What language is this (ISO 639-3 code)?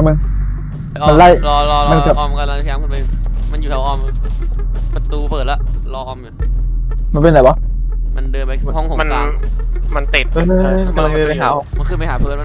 tha